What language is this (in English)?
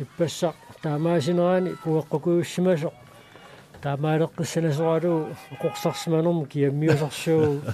Kalaallisut